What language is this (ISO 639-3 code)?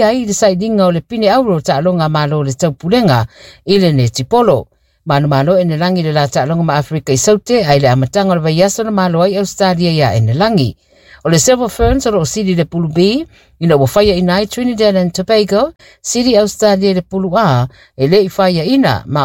smo